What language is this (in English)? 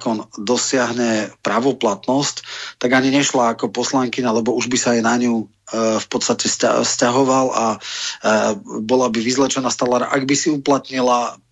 Slovak